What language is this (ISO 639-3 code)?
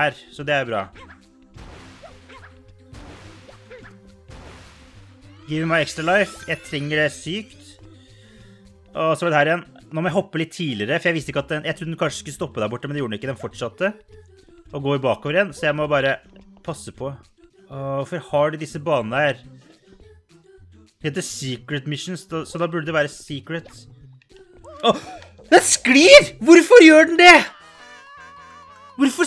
nor